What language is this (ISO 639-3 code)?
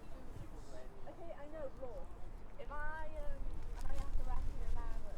cym